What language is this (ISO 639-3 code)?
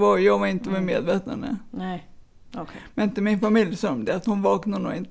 swe